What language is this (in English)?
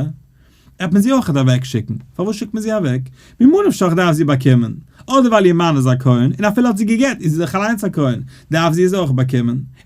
Yiddish